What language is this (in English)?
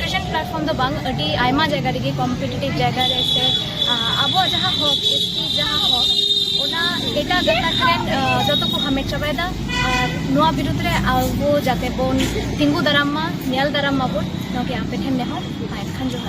Santali